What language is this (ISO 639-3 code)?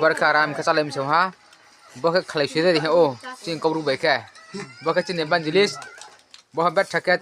ria